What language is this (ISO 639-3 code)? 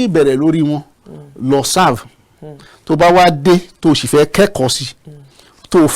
yor